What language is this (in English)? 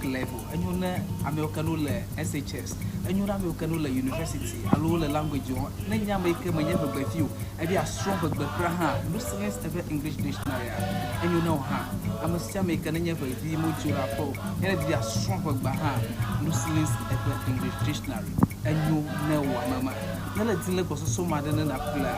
Ewe